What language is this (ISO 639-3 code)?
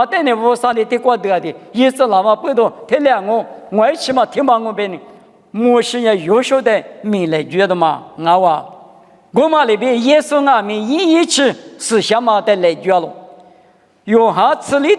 lis